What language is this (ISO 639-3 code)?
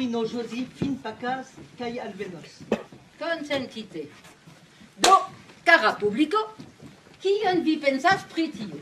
epo